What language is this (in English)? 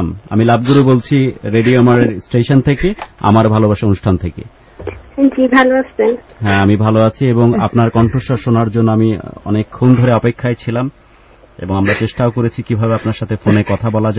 Bangla